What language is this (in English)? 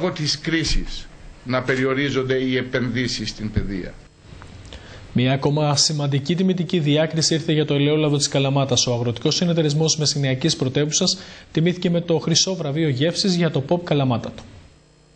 Greek